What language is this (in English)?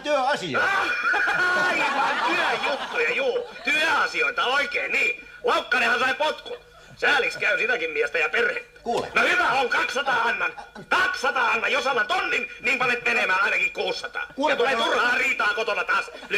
Finnish